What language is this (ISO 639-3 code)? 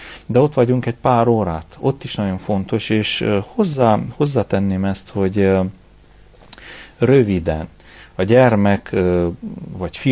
hun